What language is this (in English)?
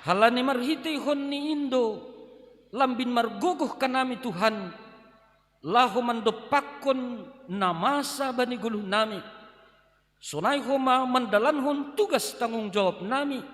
Batak Simalungun